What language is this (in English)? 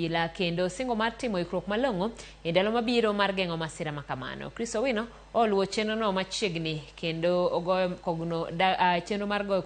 Luo (Kenya and Tanzania)